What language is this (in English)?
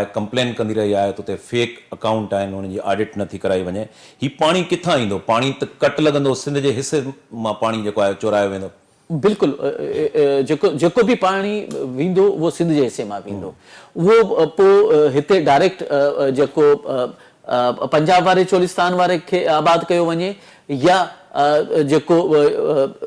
Sindhi